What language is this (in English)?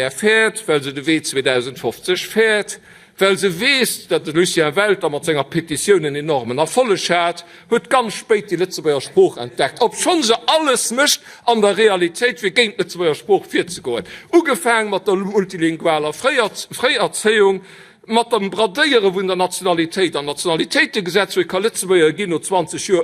Luxembourgish